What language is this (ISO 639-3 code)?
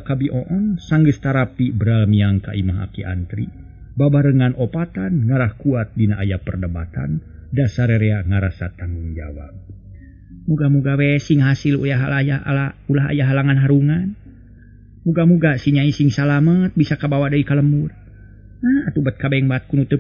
sun